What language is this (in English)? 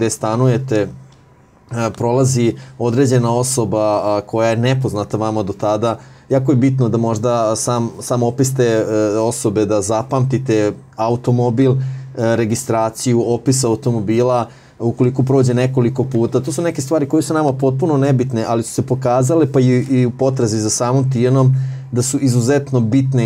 Serbian